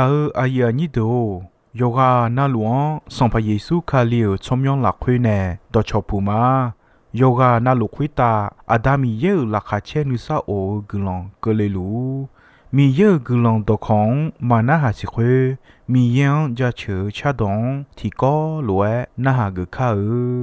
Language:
Akha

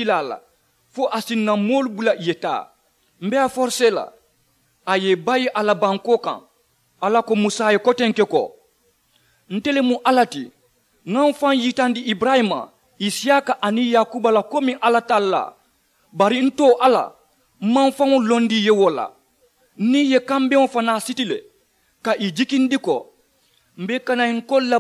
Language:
Mandingo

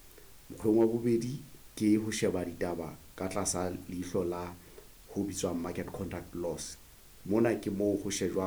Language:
Southern Sotho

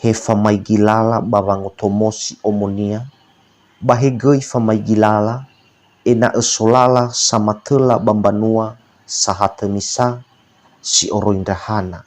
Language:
Nias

